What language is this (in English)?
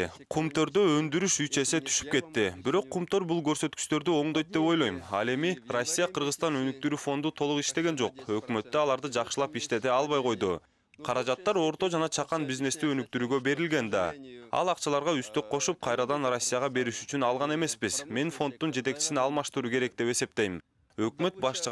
Kyrgyz